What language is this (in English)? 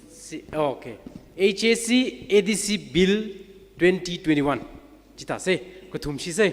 Tangkhul Naga (India)